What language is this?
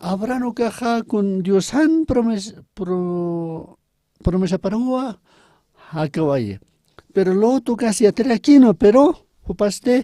Aymara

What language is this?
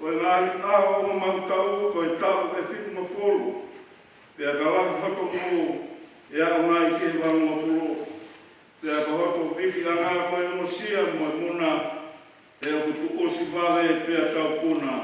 Tongan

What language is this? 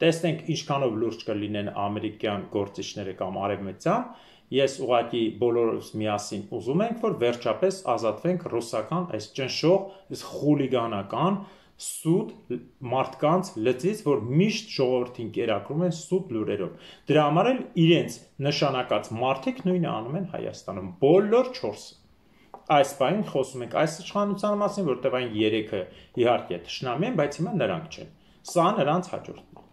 Armenian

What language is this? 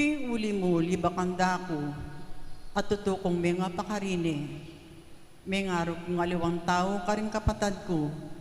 Pampanga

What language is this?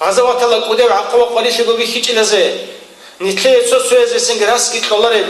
Avaric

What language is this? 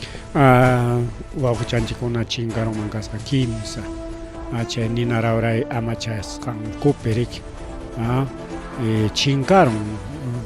Ayacucho Quechua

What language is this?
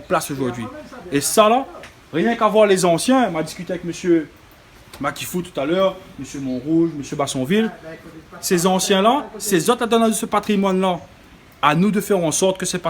Réunion Creole French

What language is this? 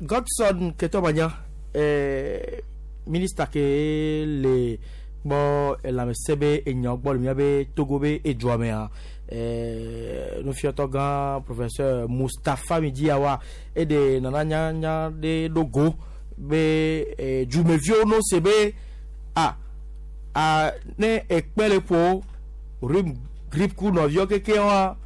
Gen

